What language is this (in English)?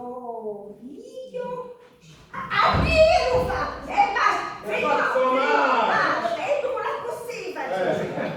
Sicilian